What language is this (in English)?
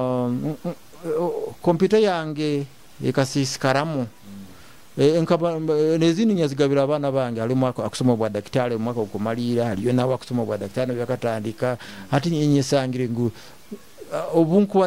Nyoro